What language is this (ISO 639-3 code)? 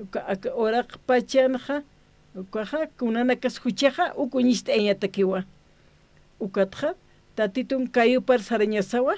aym